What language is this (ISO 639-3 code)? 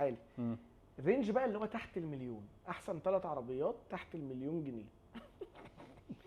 arz